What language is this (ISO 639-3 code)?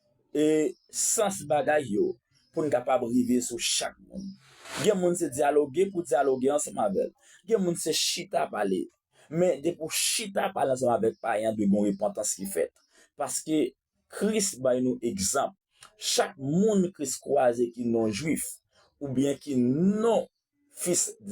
hat